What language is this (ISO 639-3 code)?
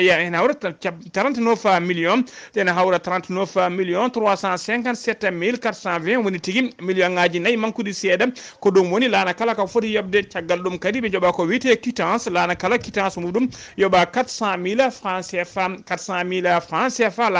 ful